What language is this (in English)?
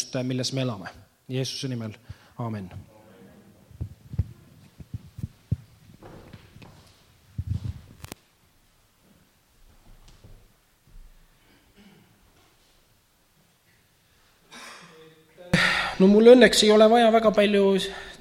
Estonian